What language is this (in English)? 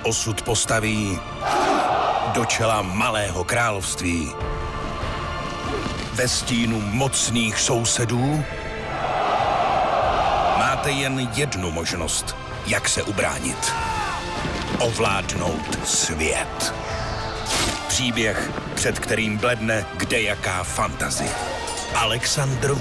Czech